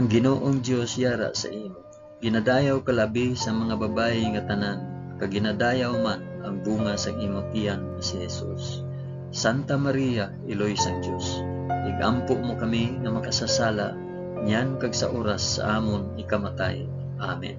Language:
Hiligaynon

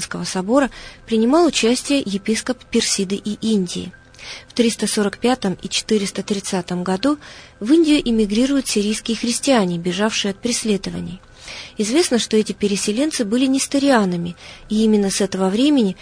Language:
Russian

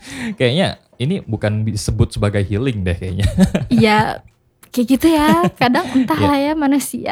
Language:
Indonesian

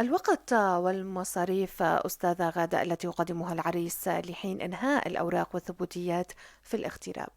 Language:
North Levantine Arabic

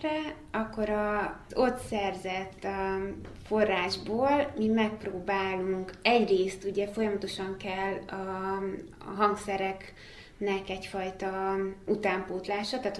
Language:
Hungarian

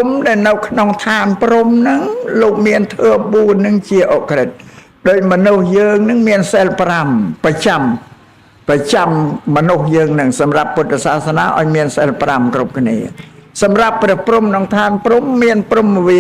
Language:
Khmer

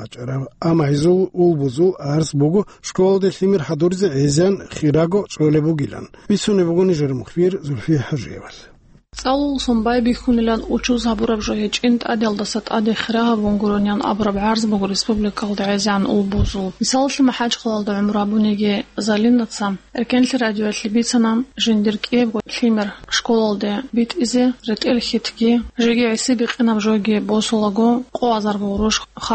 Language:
Avaric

